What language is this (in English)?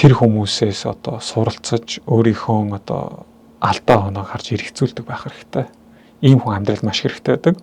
Mongolian